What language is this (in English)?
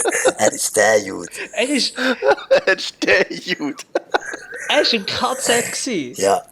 Swiss German